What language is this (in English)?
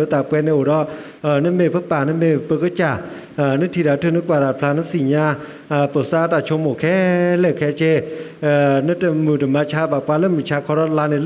S'gaw Karen